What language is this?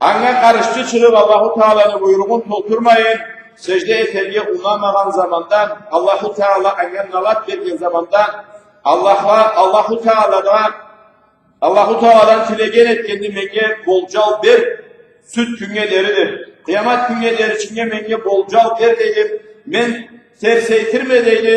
Karachay-Balkar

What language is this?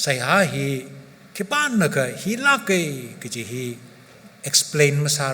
Tangkhul Naga (India)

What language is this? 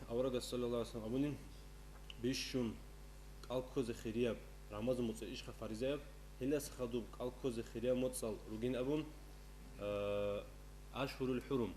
Avaric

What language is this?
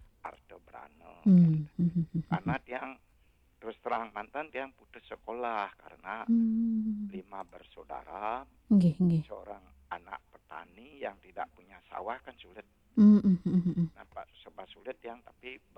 Balinese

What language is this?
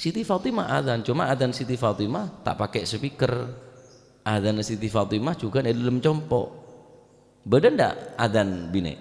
Madurese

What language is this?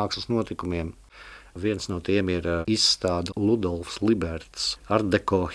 Latvian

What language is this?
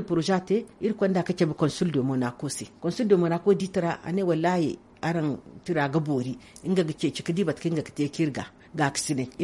Zarma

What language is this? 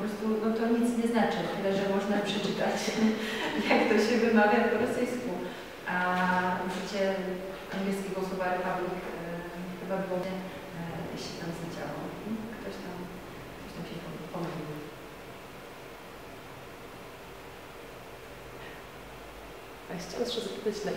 Polish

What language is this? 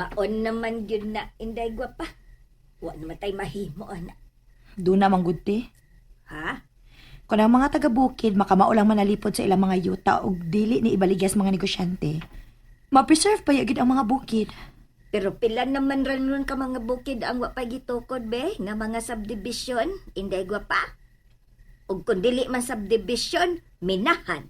Cebuano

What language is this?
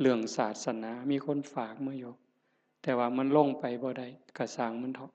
Northeastern Thai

